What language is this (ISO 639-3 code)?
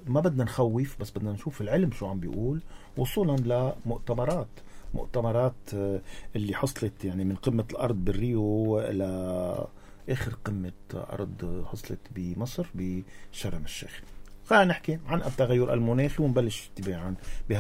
apc